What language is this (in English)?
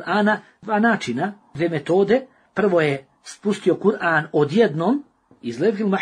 Bosnian